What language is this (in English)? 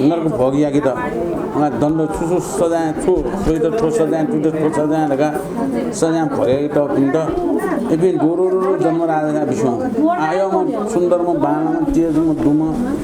Newari